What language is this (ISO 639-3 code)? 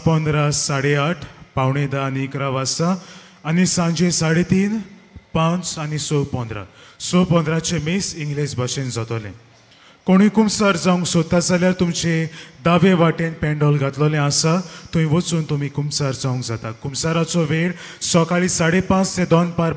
kok